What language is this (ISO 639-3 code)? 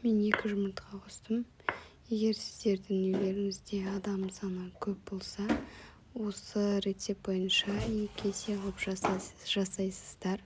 kaz